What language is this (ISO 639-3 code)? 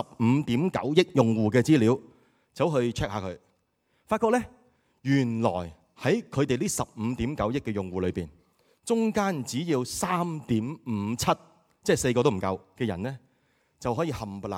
yue